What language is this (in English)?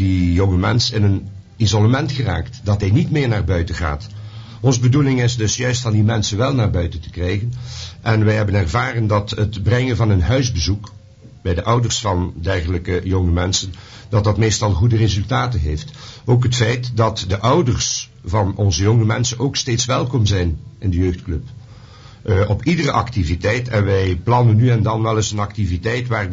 Dutch